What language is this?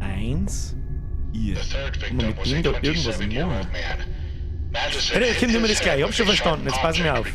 Bavarian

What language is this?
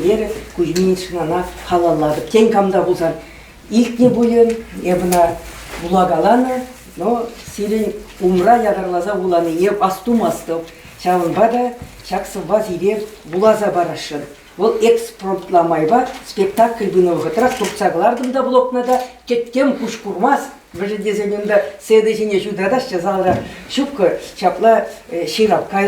Chuvash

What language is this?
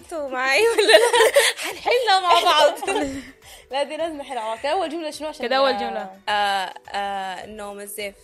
Sudanese Arabic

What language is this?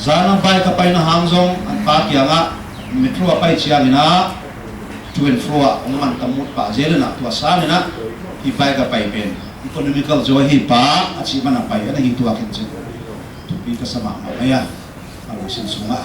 Paite Chin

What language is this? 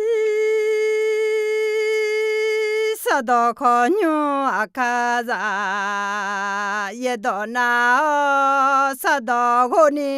Akha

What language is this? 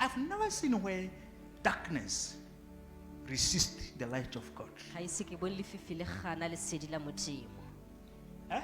Tswana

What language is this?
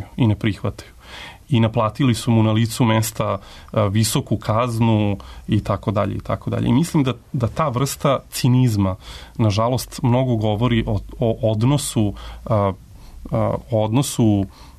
Serbian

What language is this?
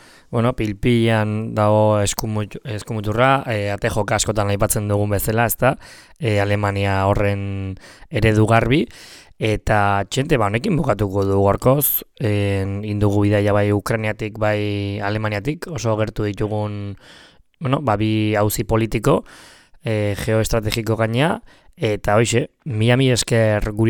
Basque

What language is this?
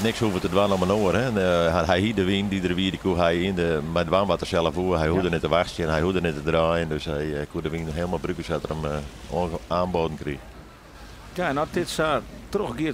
Western Frisian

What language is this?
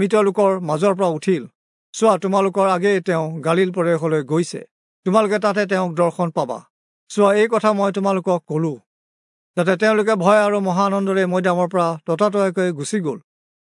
Assamese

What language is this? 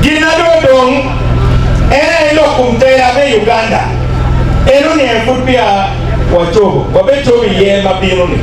Acoli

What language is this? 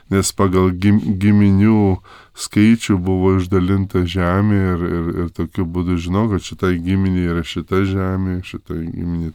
Lithuanian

